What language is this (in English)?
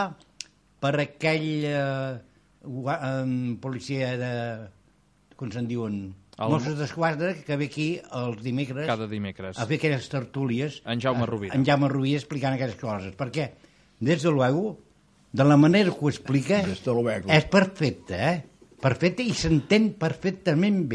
Catalan